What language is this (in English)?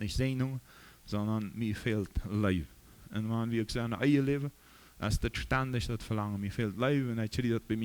Plautdietsch